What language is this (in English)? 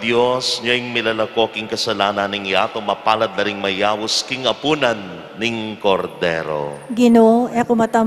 Pampanga